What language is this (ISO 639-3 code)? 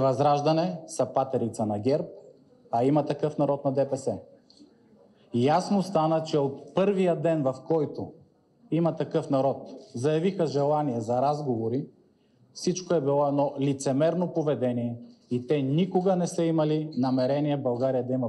bul